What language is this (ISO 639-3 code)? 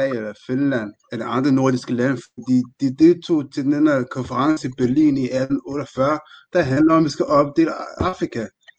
dan